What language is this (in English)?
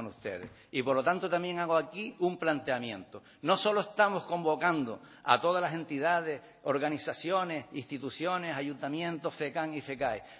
Spanish